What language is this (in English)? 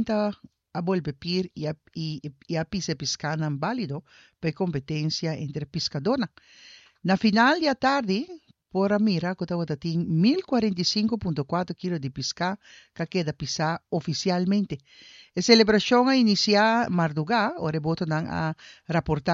Papiamento